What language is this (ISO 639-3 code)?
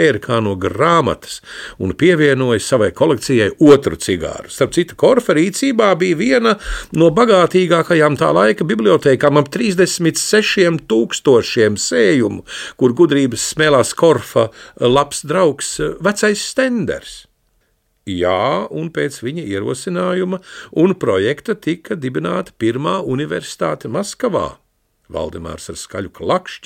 lav